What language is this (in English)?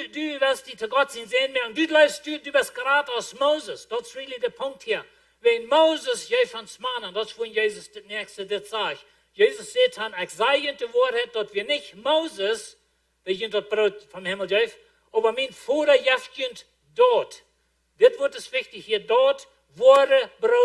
Plautdietsch